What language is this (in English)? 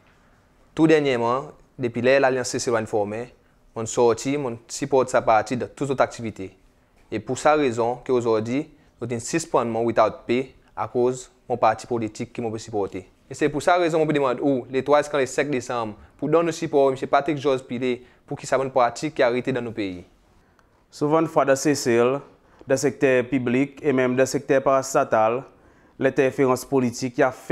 Seselwa Creole French